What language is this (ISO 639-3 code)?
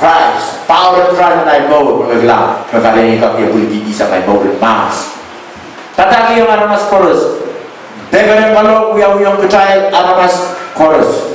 pon